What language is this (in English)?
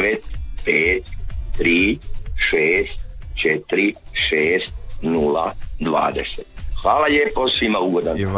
Croatian